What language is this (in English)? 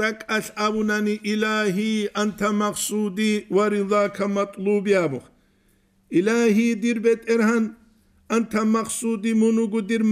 Avaric